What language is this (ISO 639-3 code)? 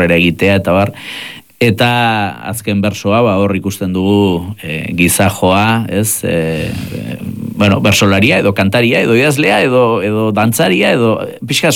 eus